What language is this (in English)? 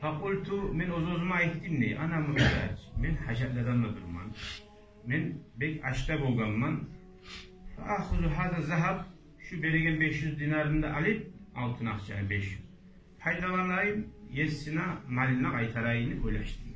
Kumyk